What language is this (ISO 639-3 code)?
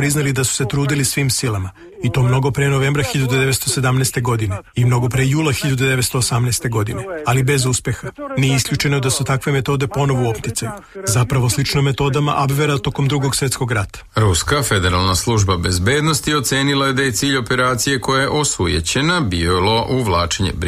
srp